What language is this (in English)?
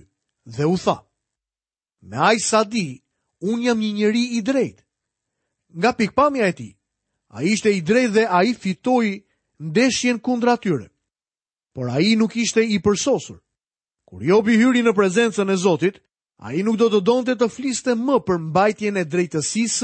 Albanian